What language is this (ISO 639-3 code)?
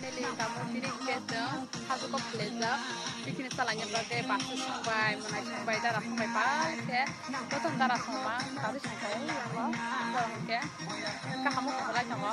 trp